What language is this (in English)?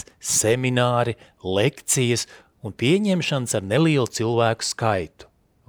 Latvian